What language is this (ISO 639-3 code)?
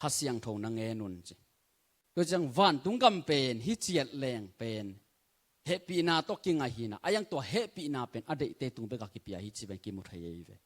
ctd